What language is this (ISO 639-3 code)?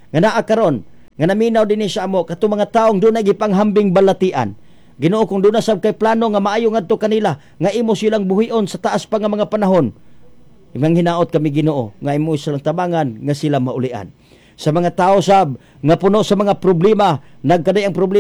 ceb